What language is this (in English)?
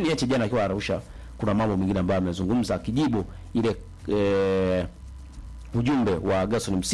Swahili